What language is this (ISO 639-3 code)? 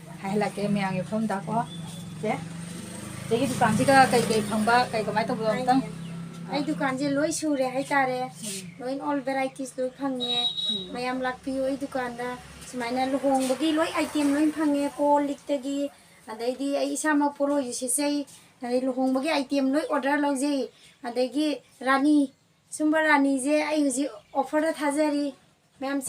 mni